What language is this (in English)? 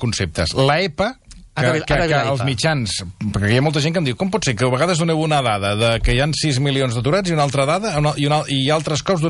Catalan